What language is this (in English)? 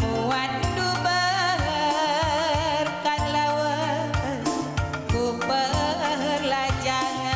Batak Karo